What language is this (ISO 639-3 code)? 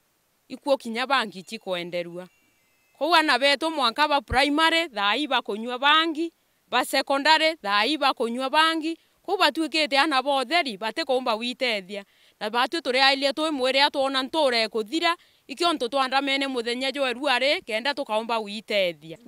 mer